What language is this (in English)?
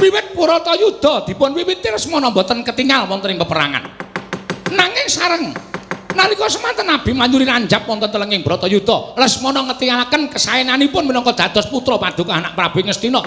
Javanese